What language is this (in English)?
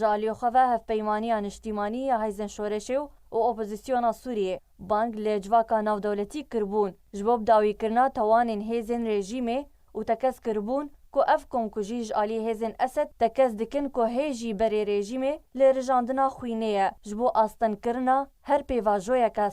Kurdish